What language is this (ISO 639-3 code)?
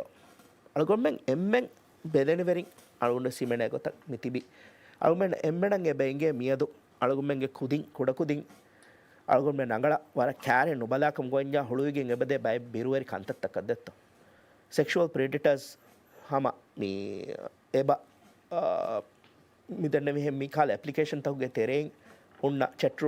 div